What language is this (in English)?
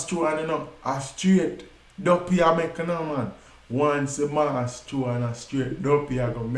Jamaican Creole English